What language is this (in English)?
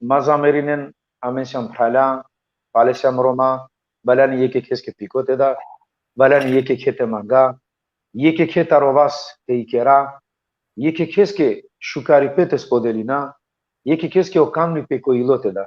Balkan Romani